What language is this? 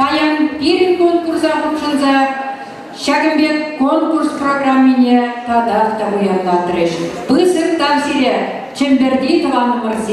Chuvash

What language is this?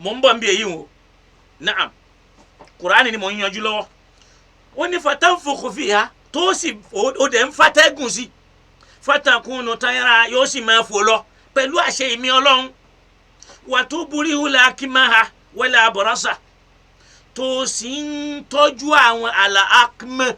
Yoruba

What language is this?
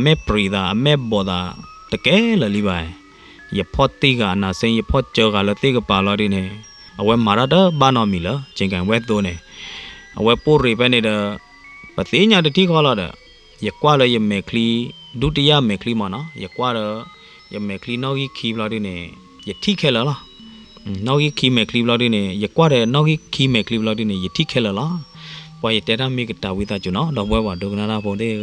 S'gaw Karen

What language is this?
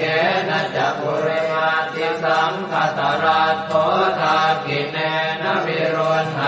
Pali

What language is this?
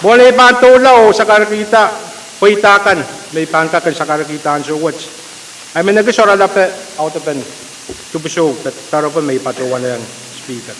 Pohnpeian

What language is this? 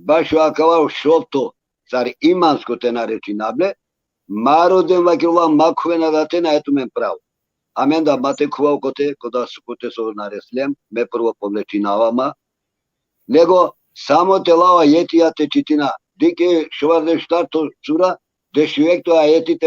Balkan Romani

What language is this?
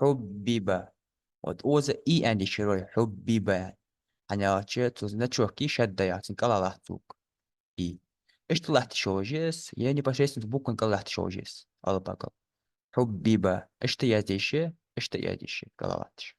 Ingush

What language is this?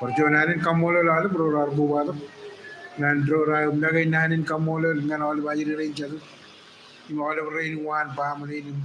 Marshallese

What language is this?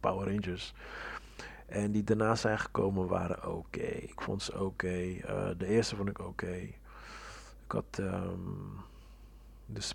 Dutch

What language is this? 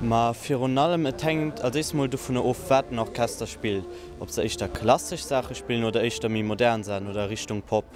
Luxembourgish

